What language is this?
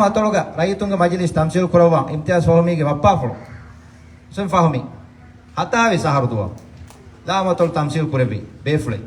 Divehi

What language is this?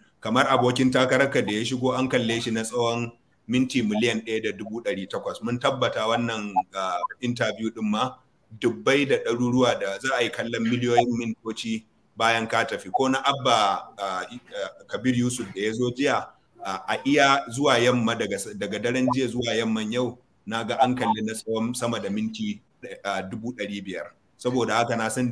Hausa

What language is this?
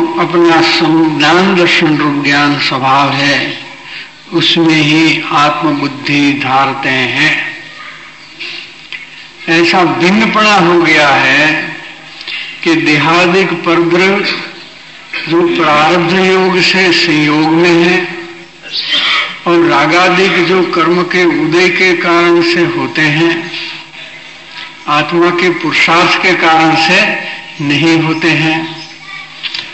Hindi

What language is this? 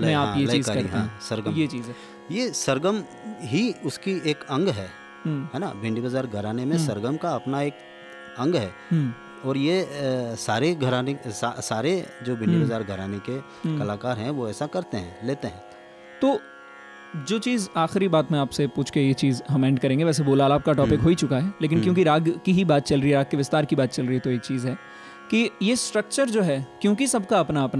Hindi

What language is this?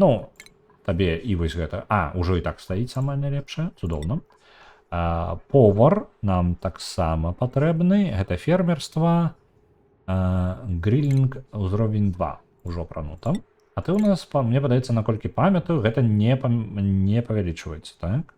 Belarusian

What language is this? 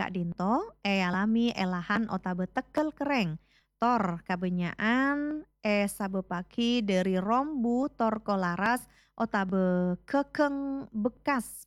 Madurese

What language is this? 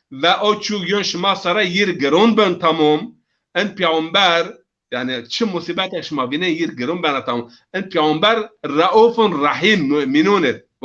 Zaza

